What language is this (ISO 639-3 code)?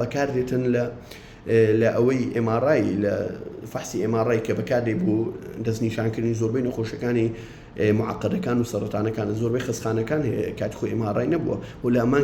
ckb